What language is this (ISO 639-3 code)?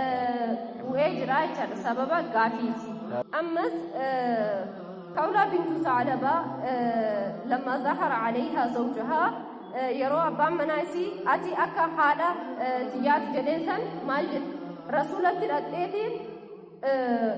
orm